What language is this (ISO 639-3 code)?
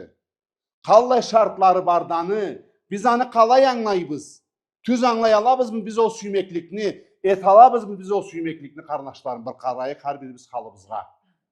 krc